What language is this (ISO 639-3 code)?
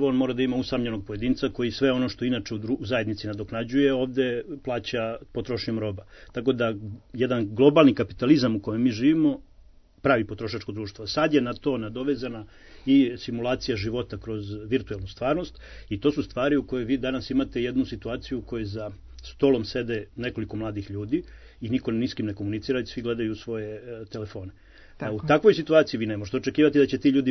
srp